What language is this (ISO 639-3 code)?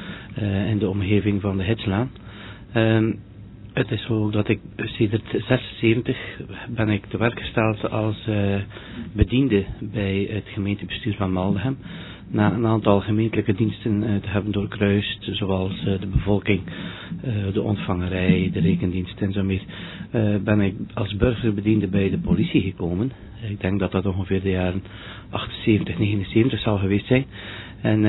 nld